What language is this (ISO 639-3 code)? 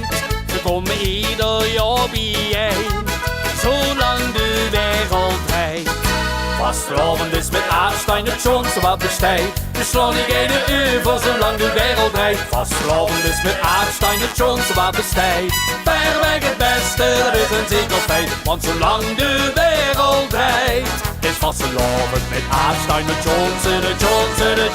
lim